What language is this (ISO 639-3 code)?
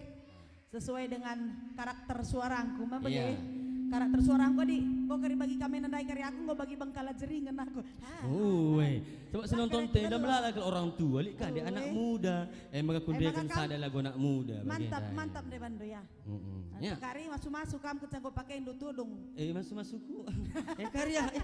btx